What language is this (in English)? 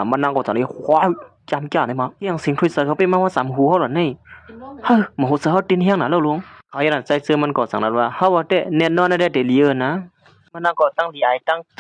Shan